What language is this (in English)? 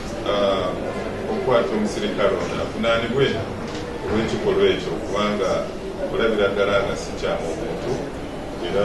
Ganda